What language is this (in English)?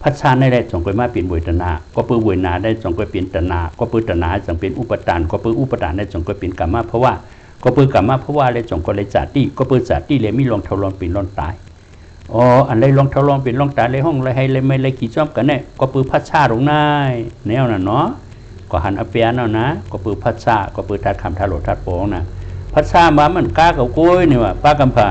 Shan